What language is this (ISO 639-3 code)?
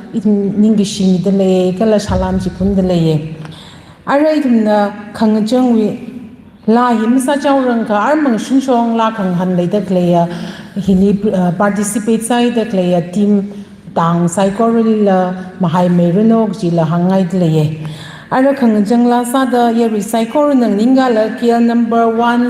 nmf